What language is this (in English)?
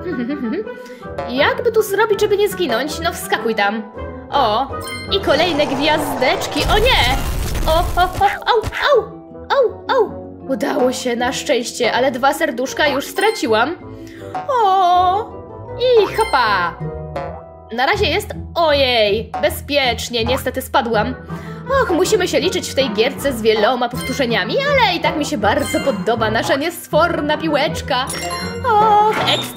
Polish